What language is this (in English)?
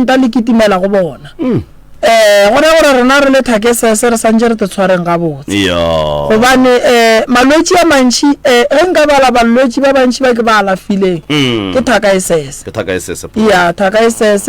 Northern Sotho